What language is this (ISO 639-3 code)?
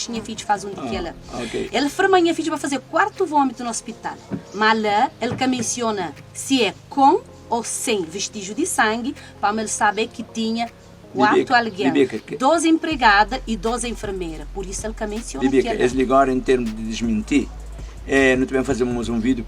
kea